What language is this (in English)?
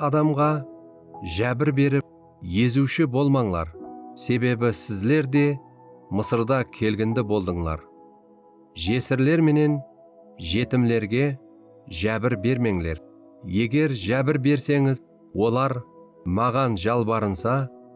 Kara-Kalpak